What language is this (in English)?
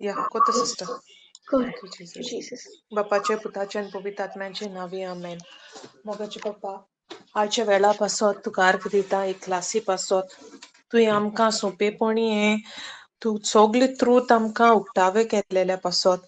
Konkani